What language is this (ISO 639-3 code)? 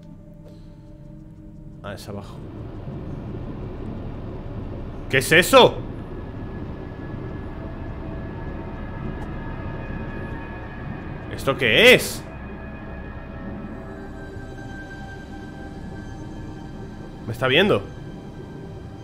spa